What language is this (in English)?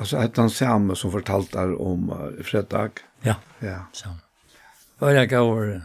Faroese